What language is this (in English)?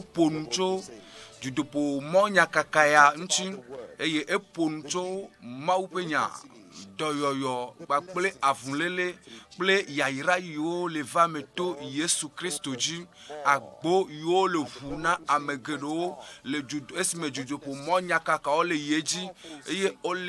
Ewe